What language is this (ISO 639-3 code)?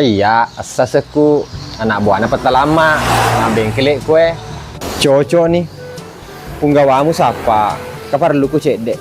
bug